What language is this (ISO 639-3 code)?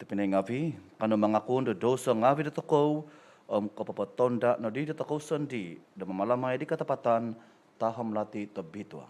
dtp